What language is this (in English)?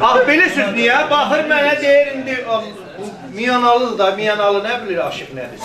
South Azerbaijani